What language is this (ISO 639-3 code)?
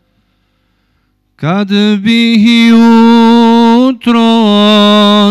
bos